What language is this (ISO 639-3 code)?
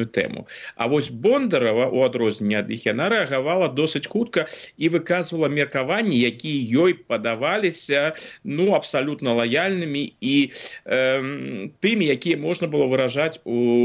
bel